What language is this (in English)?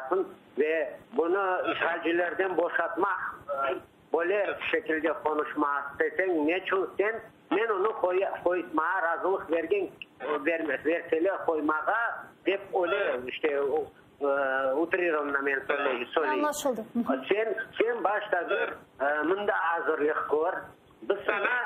Crimean Tatar